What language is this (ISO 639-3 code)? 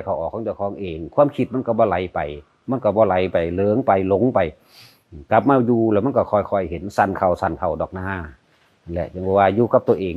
lao